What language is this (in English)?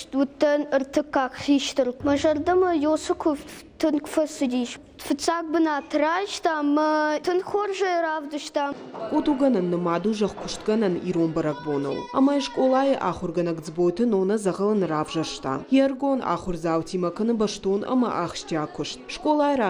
Ossetic